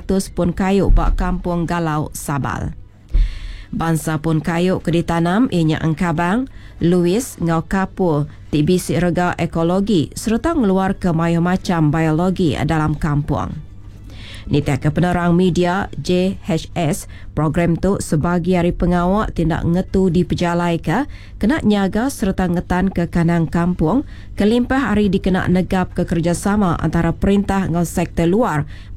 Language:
Iban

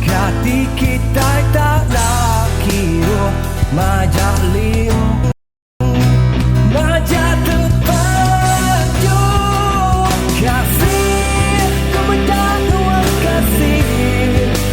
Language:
Iban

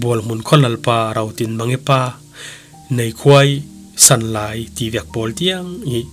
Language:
Falam Chin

